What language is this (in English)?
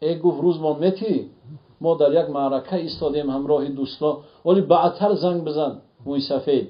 Tajik